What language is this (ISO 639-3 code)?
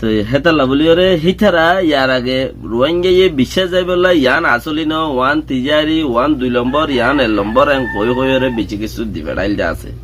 rhg